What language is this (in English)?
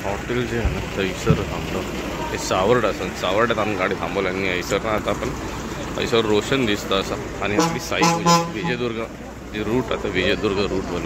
Marathi